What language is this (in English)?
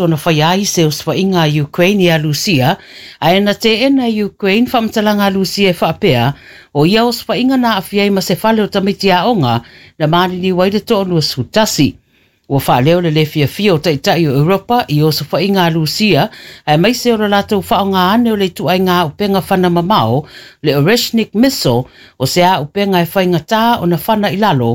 Samoan